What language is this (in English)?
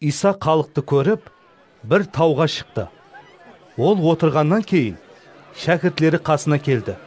Kara-Kalpak